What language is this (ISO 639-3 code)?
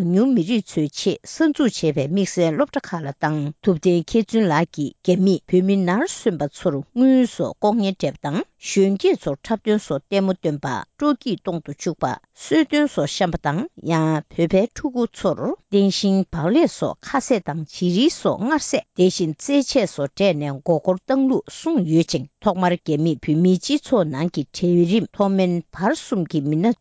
bod